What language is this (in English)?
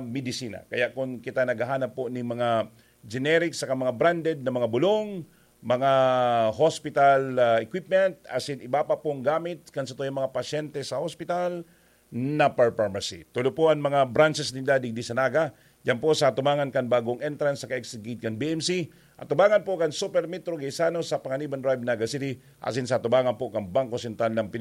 Bikol